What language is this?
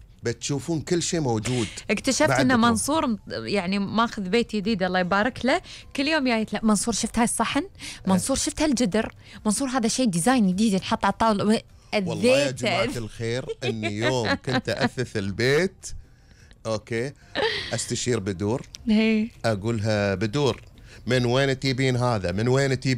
Gulf Arabic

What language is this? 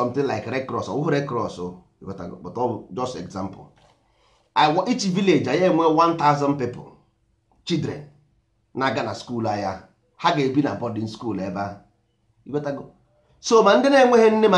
Igbo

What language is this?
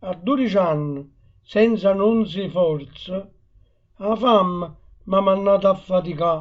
Neapolitan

